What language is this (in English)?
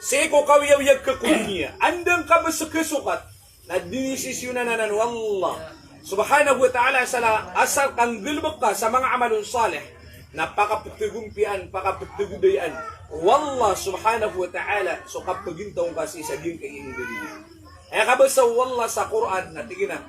Maranao